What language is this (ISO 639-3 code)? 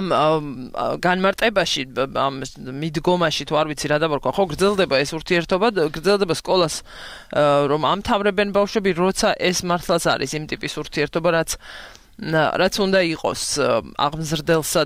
kat